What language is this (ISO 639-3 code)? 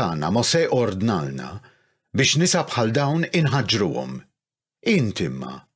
mlt